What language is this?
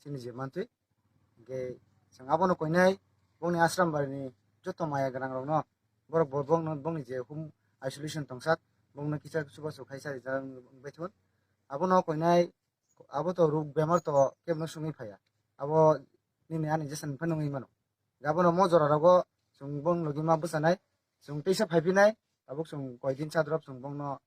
Kok Borok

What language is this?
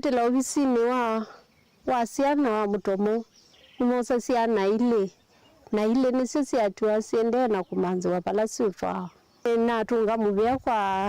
Kamba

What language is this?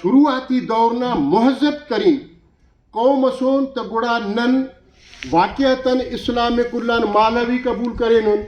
Brahui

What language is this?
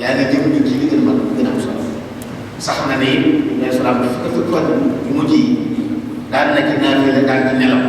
Wolof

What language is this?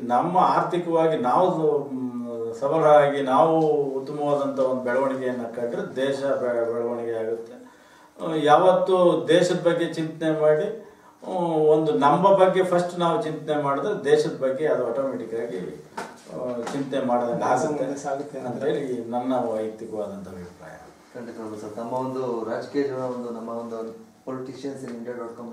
Kannada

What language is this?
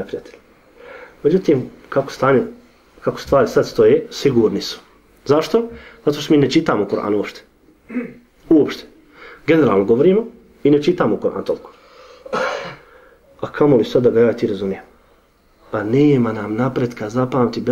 Bosnian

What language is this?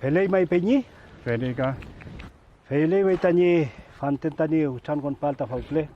Mapuche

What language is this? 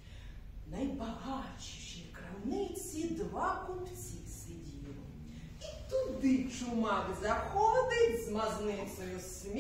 Ukrainian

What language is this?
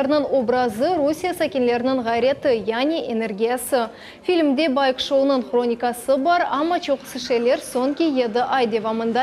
Crimean Tatar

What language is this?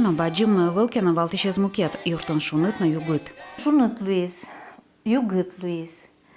Udmurt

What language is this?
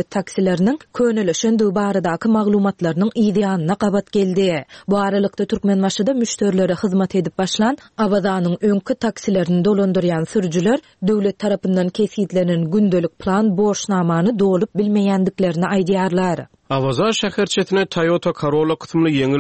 Turkmen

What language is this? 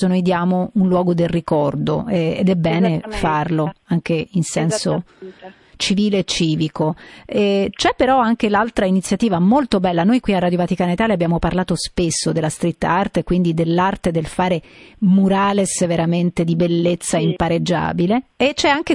Italian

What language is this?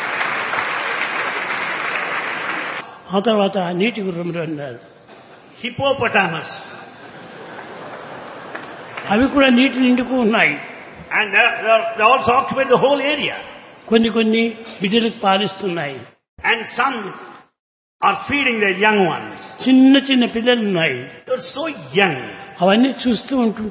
Telugu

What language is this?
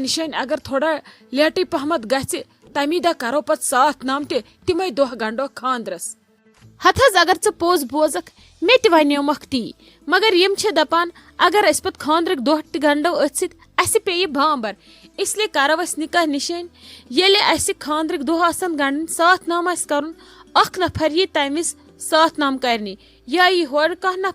Kashmiri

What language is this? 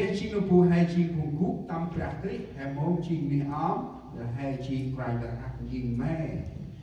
Central Mnong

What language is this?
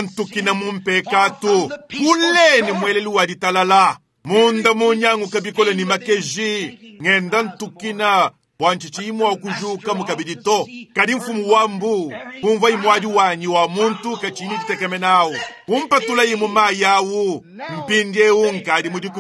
Luba-Lulua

